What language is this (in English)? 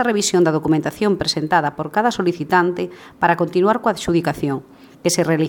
Galician